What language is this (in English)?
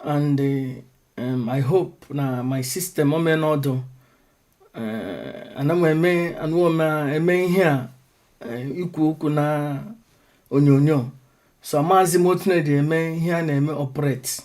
Igbo